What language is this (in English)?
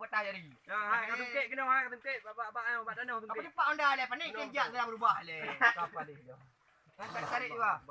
Achinese